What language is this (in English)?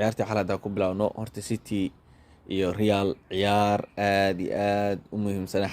Somali